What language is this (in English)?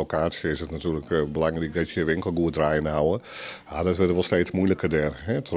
Western Frisian